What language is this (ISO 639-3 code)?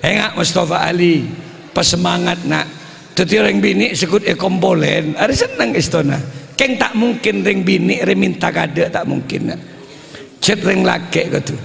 mad